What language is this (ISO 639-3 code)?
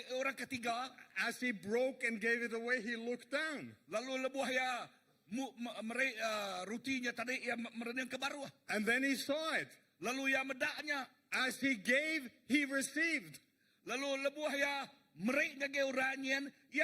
iba